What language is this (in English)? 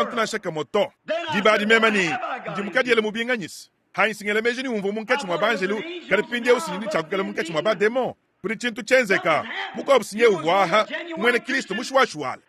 Luba-Lulua